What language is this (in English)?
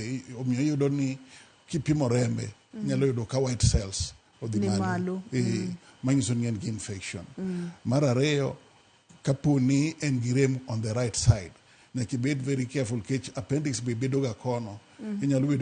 Luo (Kenya and Tanzania)